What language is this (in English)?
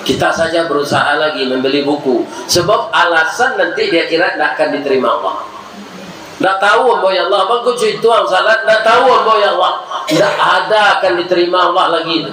Minangkabau